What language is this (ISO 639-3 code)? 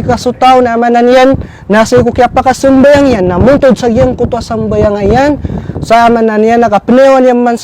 mrw